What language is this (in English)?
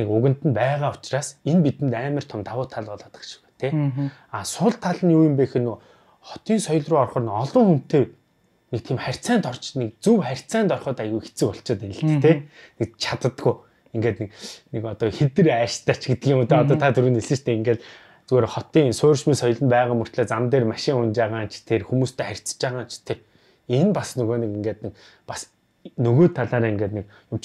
Mongolian